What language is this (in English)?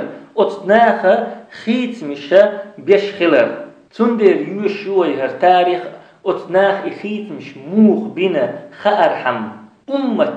Chechen